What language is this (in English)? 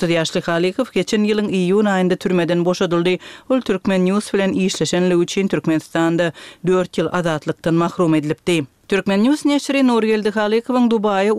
Turkmen